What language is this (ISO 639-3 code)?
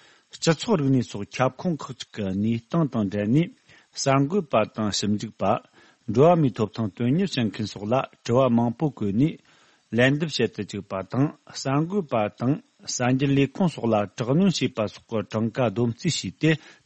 bod